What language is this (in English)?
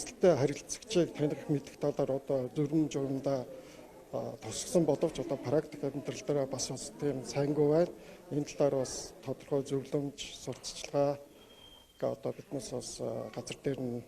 Mongolian